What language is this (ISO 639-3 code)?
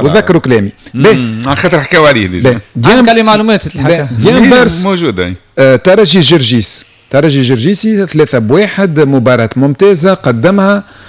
aeb